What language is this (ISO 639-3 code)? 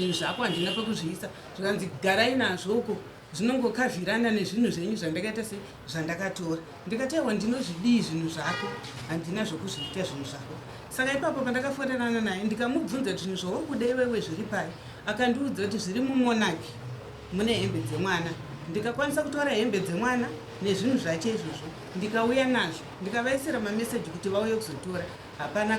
sna